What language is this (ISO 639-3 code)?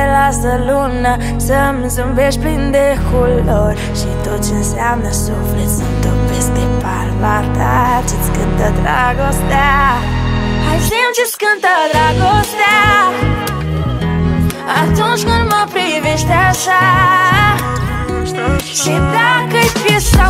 ron